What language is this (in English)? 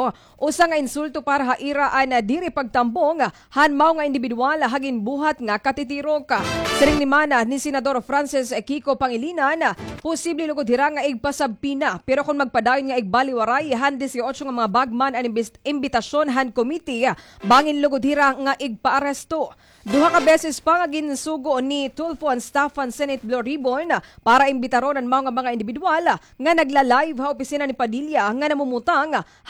Waray